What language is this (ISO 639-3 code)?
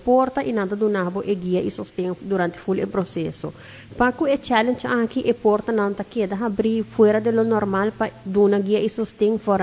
pap